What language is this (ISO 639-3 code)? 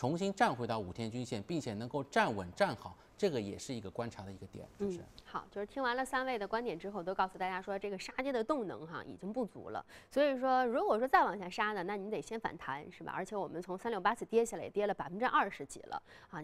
zho